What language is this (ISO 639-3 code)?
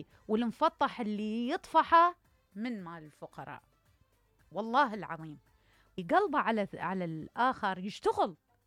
acm